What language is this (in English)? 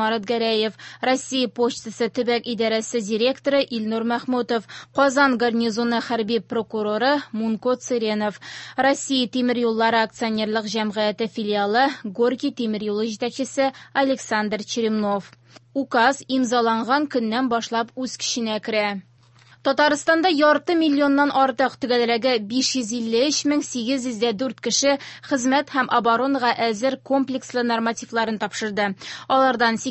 Tatar